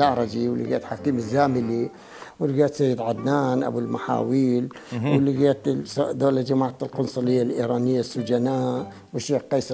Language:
Mesopotamian Arabic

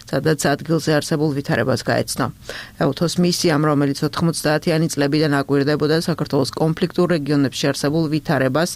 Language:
Georgian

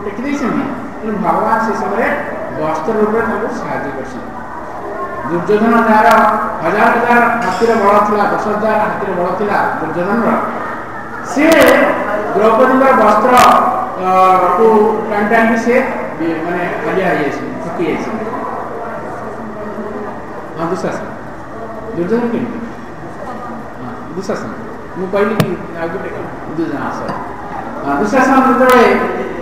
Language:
Odia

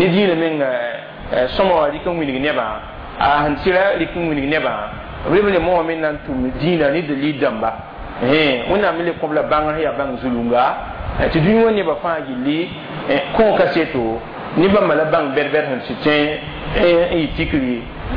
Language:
Mossi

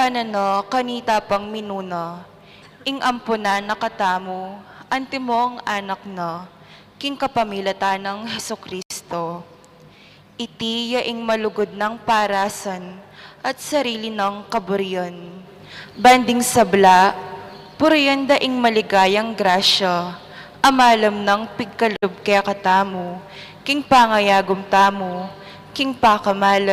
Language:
Pampanga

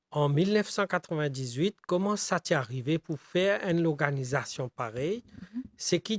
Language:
Morisyen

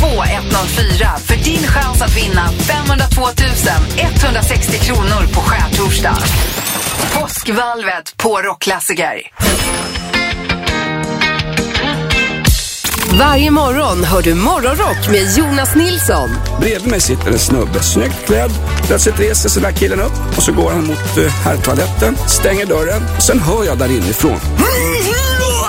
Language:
Swedish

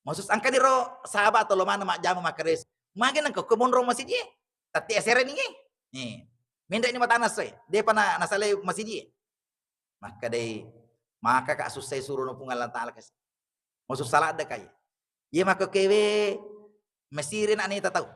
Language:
Buginese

